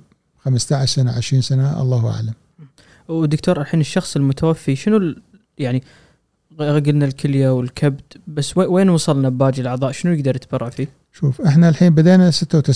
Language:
Gulf Arabic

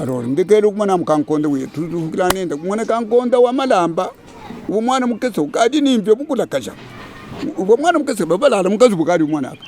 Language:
Luba-Lulua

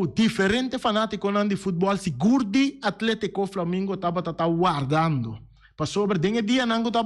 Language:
Papiamento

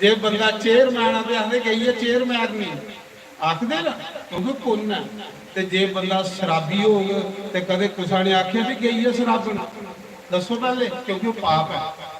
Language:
Dogri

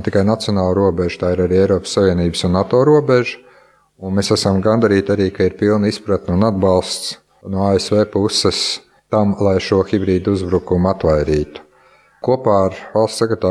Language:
Latvian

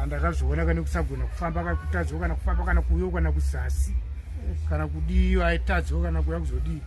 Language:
Shona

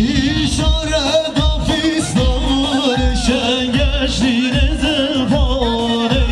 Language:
Kurdish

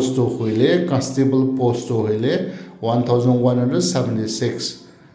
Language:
Naga Pidgin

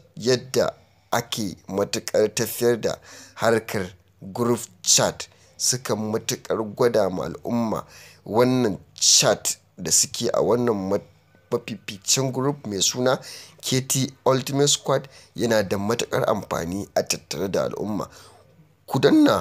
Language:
Hausa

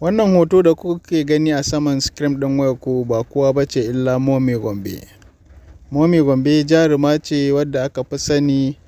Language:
Hausa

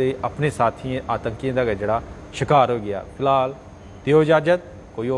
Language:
Dogri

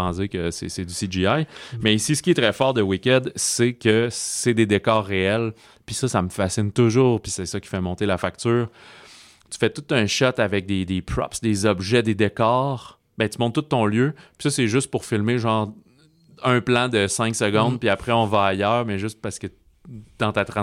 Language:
French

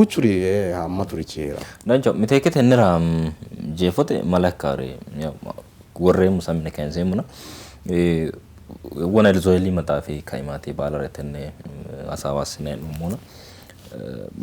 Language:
Sidamo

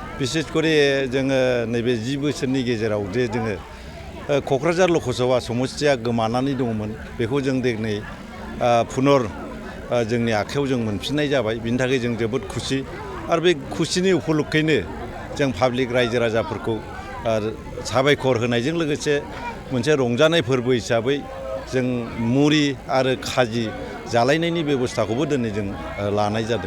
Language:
Bodo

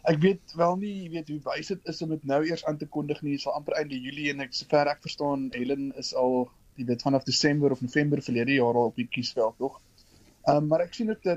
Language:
Afrikaans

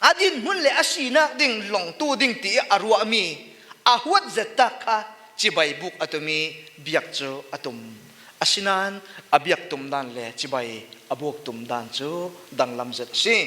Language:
Falam Chin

